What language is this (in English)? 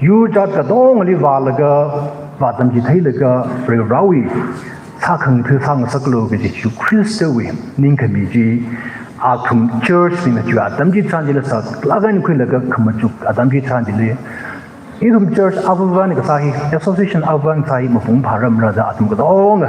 Tangkhul Naga (India)